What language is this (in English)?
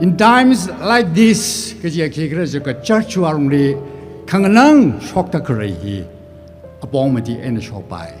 Tangkhul Naga (India)